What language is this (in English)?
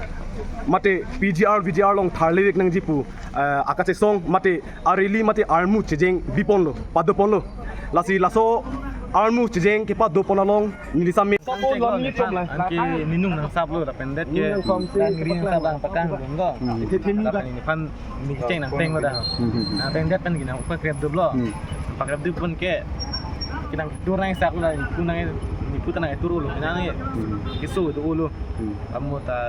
Karbi